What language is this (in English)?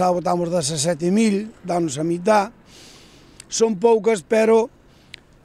Galician